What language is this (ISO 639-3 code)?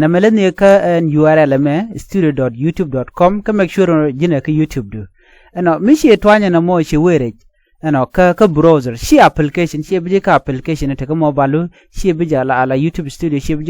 nus